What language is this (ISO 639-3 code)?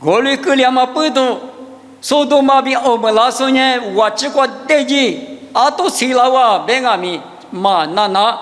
lis